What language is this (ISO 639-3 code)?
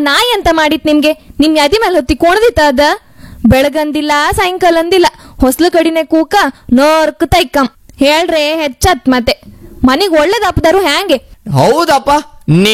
kan